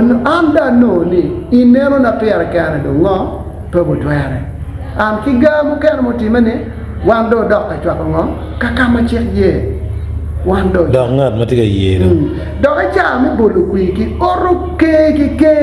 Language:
Acoli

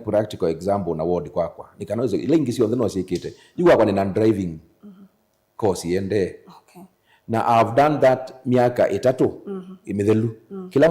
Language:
Kamba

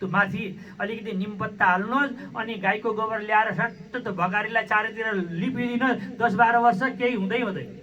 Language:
Nepali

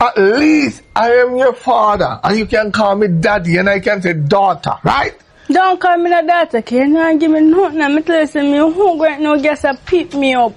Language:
Jamaican Creole English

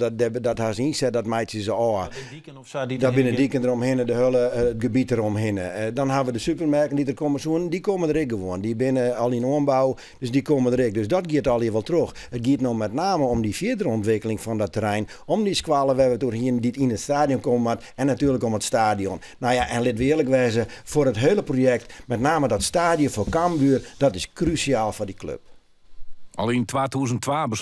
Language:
Western Frisian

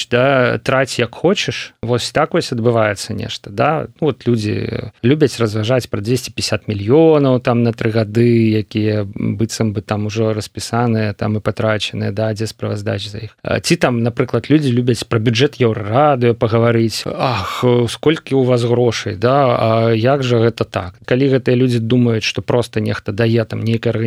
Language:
Belarusian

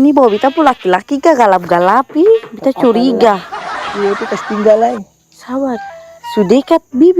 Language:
Ambonese Malay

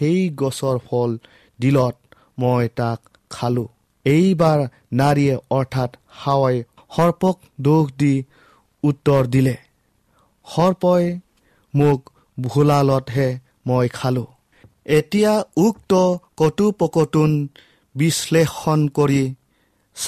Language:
Assamese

